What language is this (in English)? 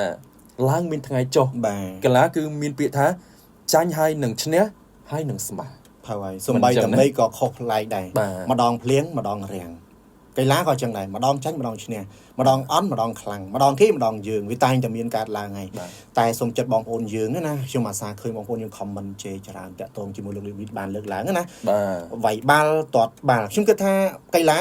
Khmer